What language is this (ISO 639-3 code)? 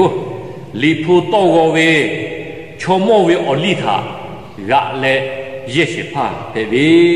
lhu